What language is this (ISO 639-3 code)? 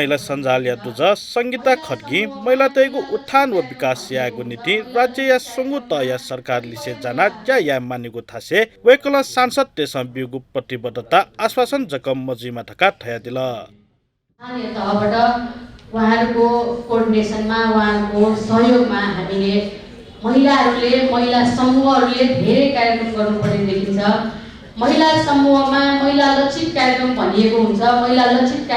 new